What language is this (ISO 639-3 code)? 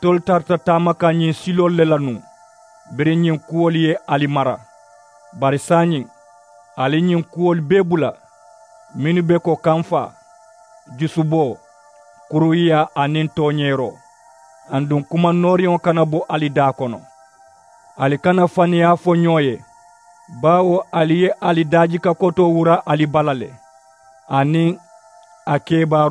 man